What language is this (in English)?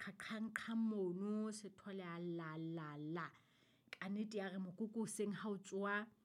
Southern Sotho